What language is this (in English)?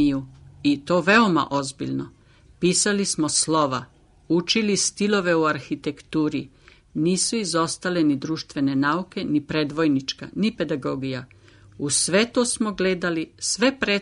Serbian